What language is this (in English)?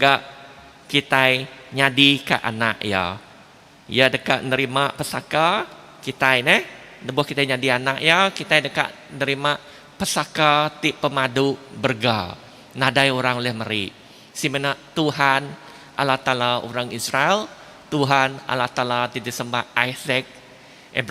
Iban